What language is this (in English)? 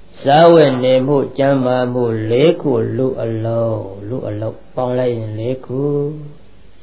Burmese